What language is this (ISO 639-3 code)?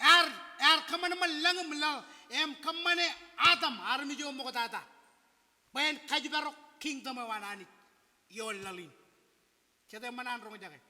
mah